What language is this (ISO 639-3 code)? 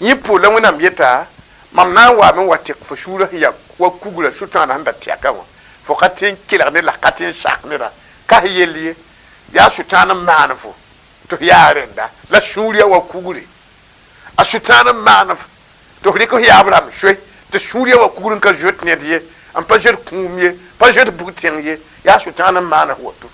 mos